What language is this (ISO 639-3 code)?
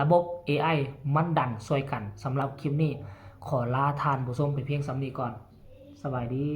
tts